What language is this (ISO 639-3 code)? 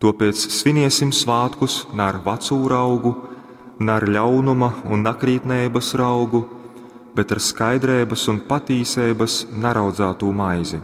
ltg